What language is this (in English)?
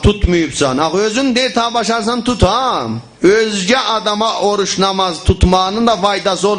South Azerbaijani